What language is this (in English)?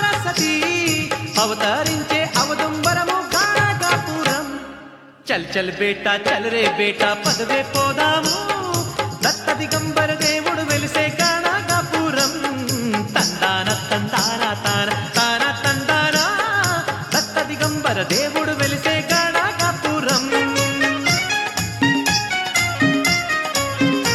Telugu